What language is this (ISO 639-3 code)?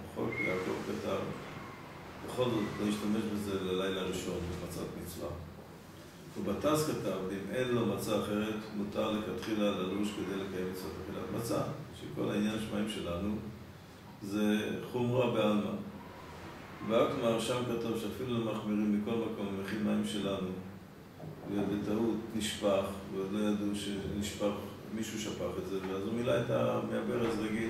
heb